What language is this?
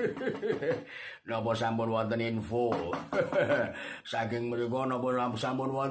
Javanese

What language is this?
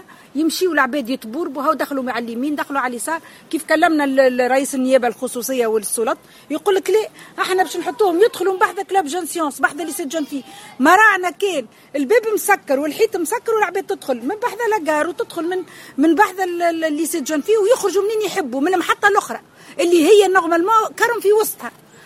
Tunisian Arabic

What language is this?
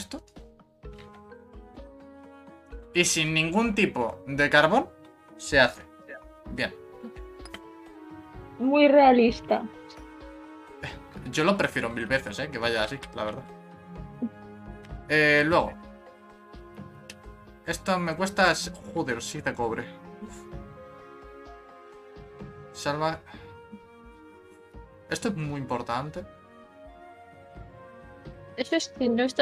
Spanish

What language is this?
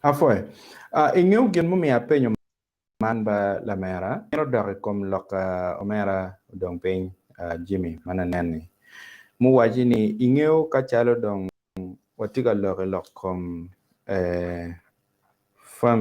Acoli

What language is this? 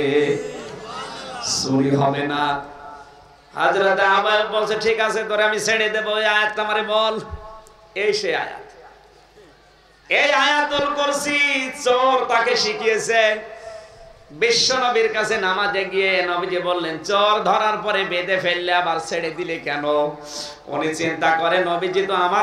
Bangla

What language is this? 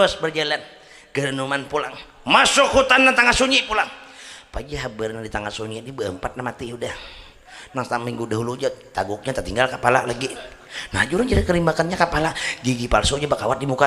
Banjar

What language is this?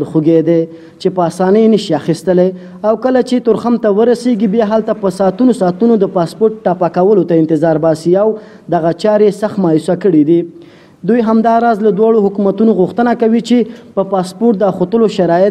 Pashto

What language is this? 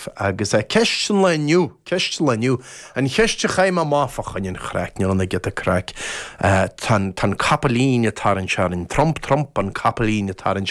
Irish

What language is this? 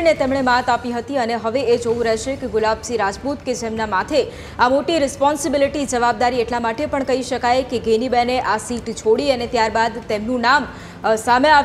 Gujarati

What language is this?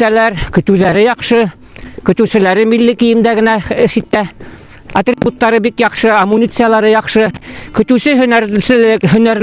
Bashkir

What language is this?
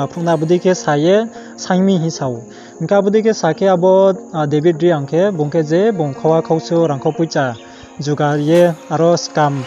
Riang (India)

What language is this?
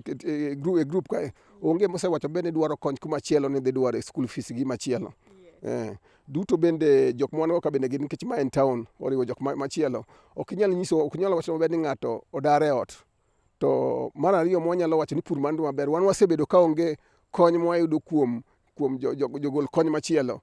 Luo (Kenya and Tanzania)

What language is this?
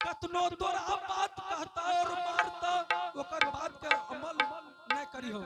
Angika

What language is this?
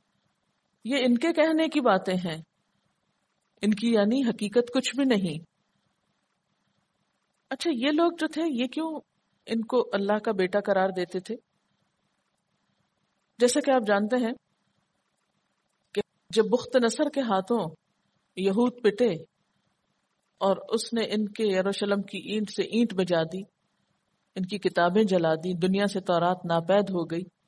Urdu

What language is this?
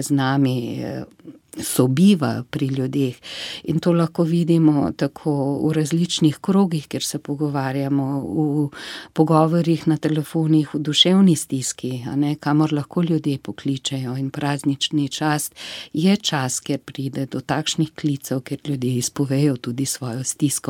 Slovenian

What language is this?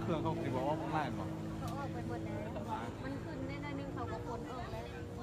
Northeastern Thai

